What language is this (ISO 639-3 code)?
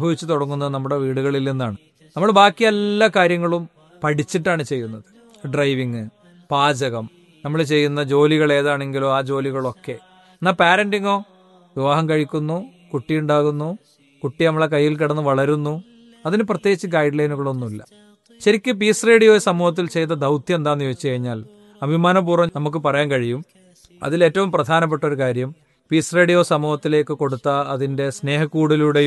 mal